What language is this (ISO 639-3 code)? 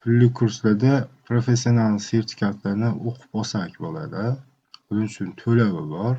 uzb